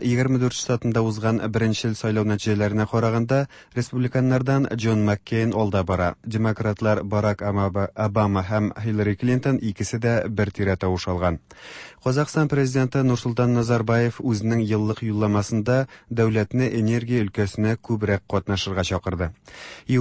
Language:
Tatar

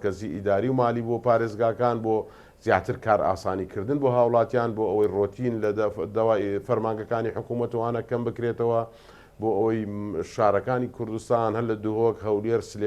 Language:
Central Kurdish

